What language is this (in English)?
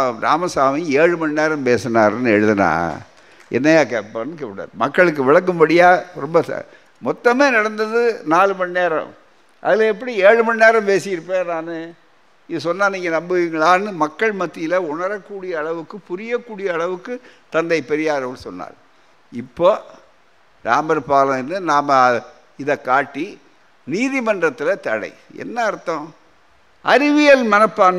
Tamil